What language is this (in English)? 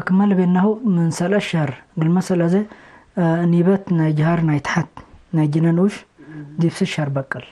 Tigre